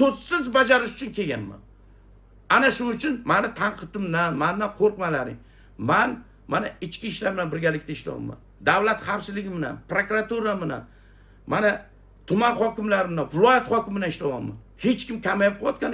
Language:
Uzbek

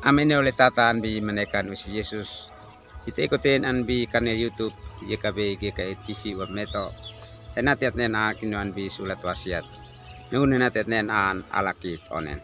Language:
Uab Meto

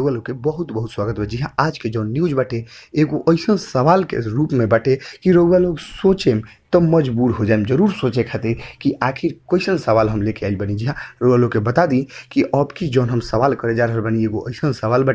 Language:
Bhojpuri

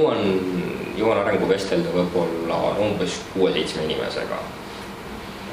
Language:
Estonian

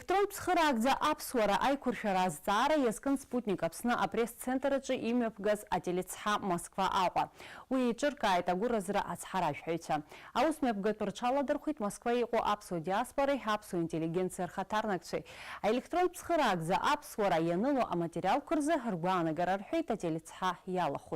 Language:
Abkhazian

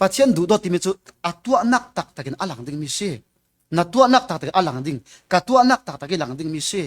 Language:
Falam Chin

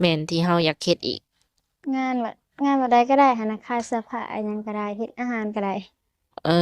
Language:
Lao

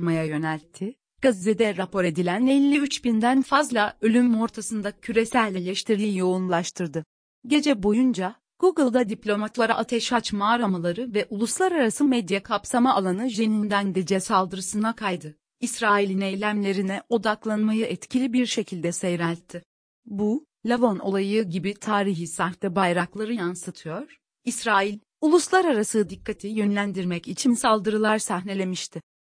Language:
Turkish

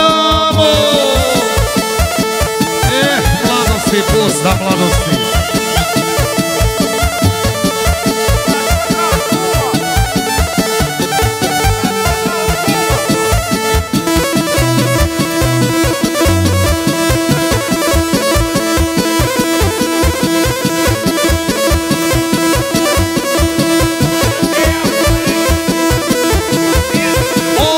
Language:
Croatian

